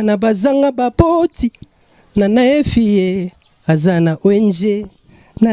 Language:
Lingala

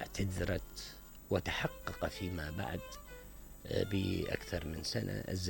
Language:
Mesopotamian Arabic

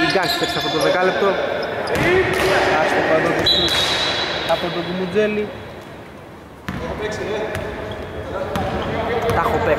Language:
Greek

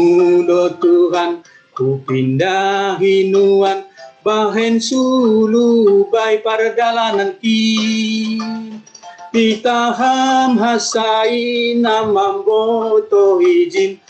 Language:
Batak Simalungun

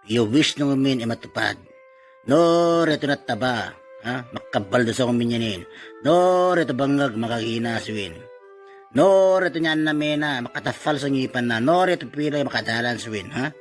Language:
Itawit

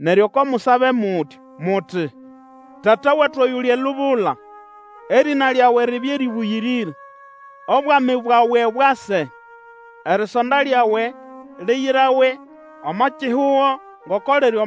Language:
Nande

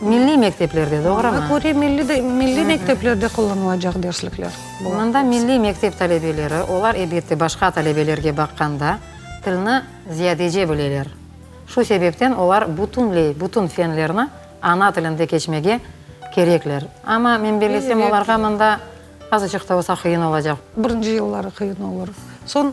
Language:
Crimean Tatar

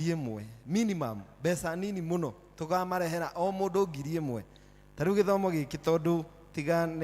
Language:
Kikuyu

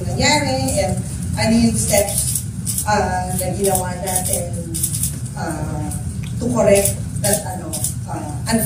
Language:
Filipino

